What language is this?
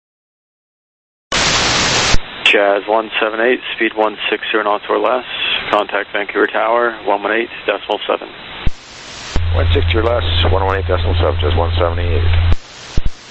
English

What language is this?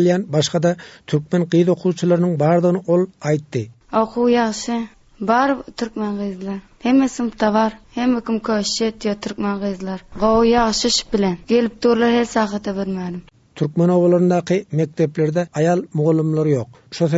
Turkmen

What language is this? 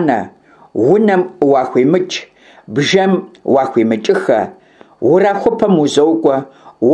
Kabardian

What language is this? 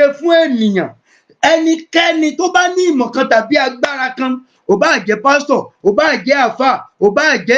Yoruba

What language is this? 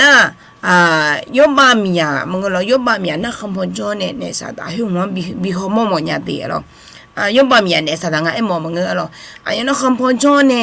Akha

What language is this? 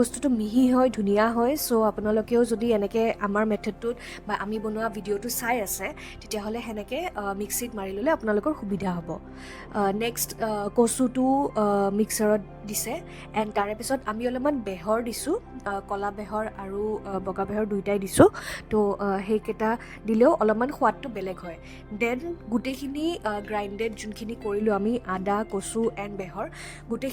Assamese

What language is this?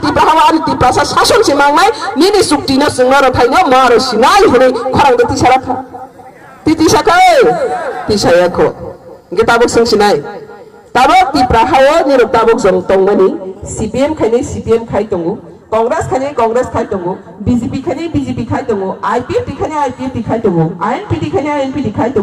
Kok Borok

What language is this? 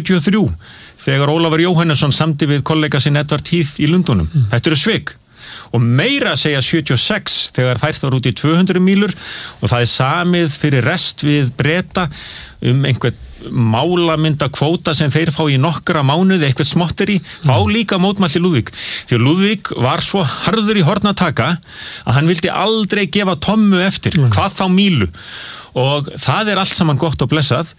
Icelandic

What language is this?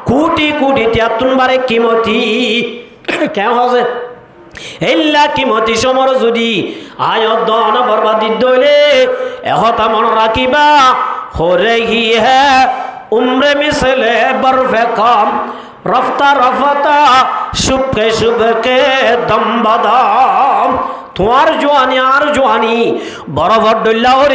Rohingya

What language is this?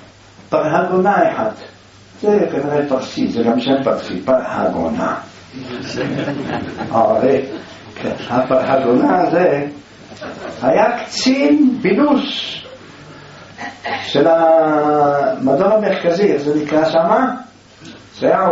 Hebrew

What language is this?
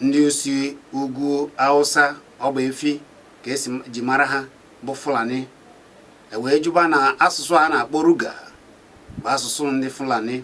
Igbo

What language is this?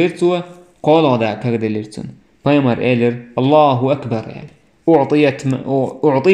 Chechen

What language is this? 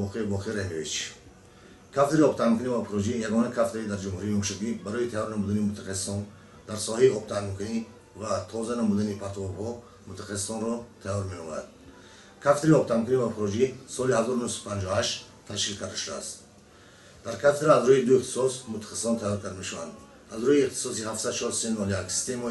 Tajik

